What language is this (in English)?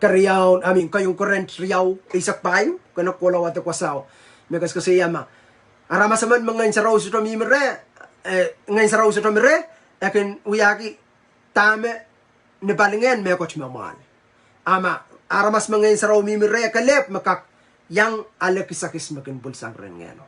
Pohnpeian